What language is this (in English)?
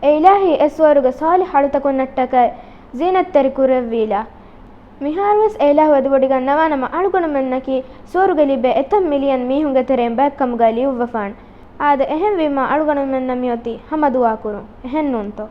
Divehi